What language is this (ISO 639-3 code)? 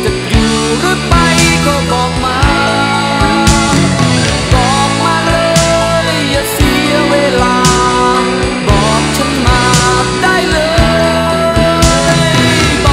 tha